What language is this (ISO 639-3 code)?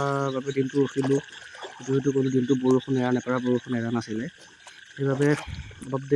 asm